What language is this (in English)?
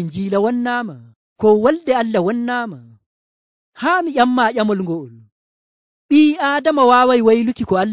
Nigerian Fulfulde